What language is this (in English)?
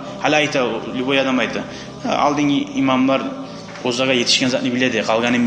Kumyk